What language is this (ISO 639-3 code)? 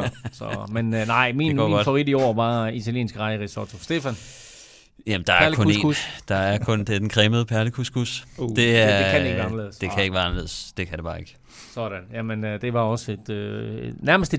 dan